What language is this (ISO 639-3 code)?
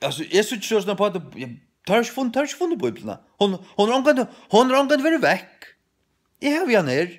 fao